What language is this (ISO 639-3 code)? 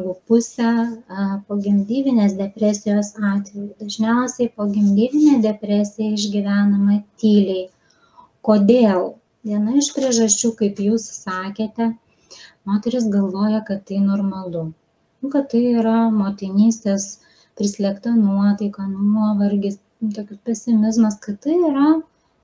lit